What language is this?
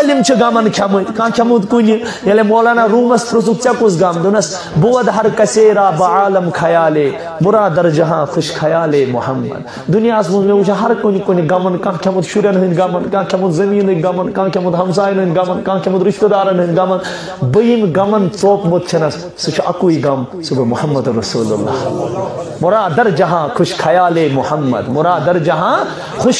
Kashmiri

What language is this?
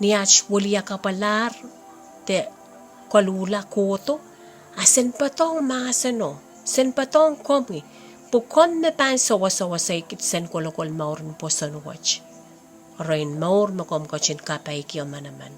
Pohnpeian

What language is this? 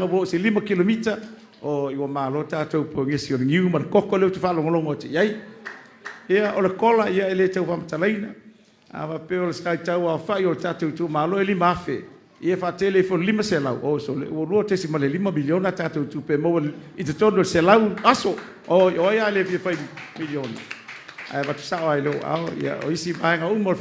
Samoan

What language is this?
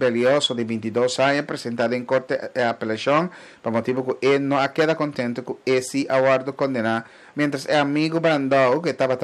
Papiamento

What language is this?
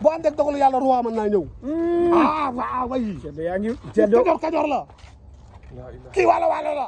Wolof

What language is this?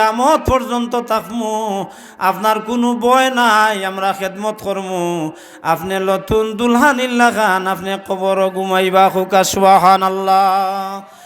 Sylheti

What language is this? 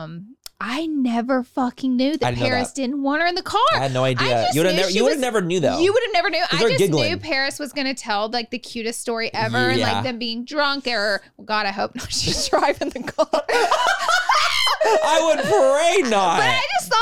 English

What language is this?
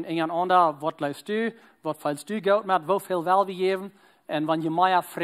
Plautdietsch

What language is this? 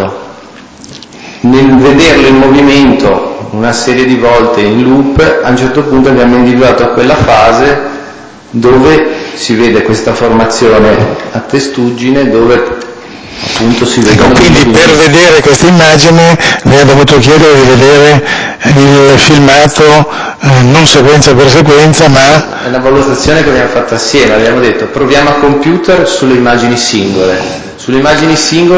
Italian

